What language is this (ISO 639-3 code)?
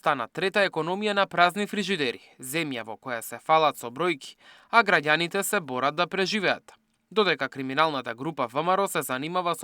mkd